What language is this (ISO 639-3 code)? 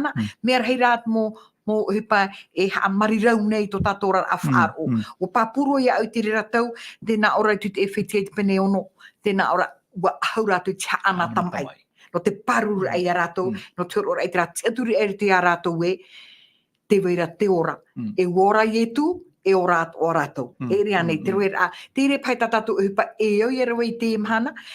tah